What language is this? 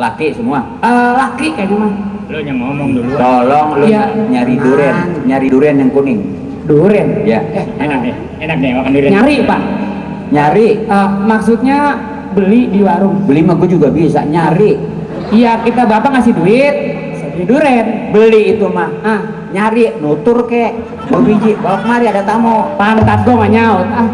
Betawi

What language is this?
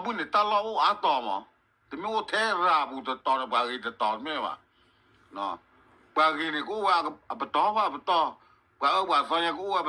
S'gaw Karen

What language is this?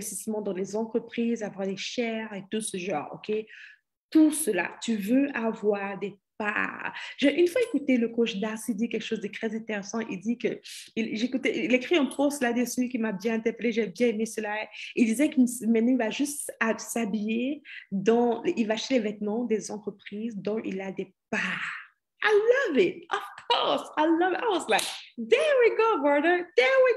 French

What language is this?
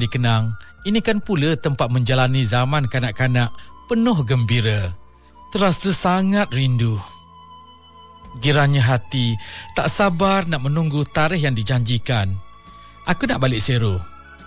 Malay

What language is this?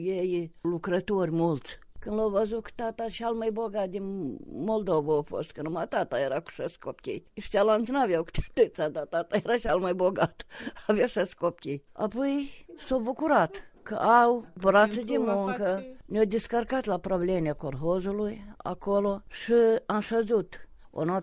Romanian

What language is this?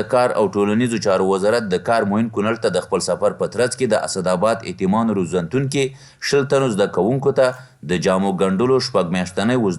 Pashto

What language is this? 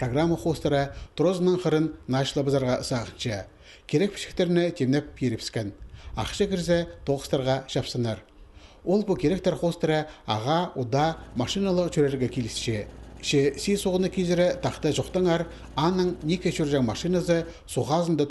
Khakas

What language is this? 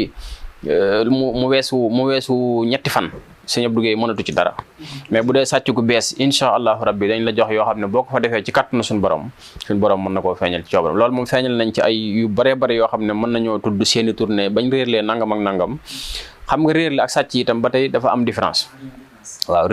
Wolof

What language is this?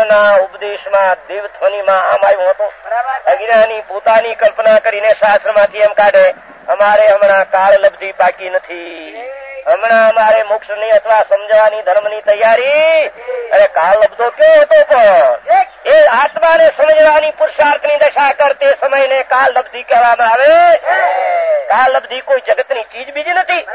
Gujarati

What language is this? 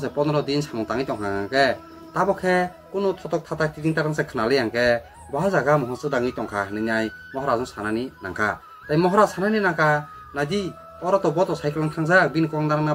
Kok Borok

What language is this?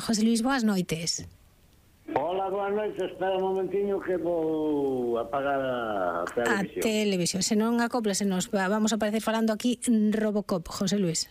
Galician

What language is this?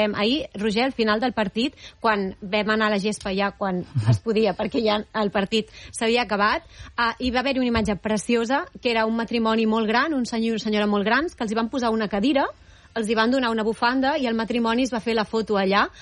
Catalan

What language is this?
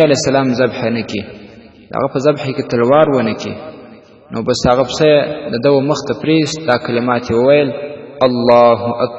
Pashto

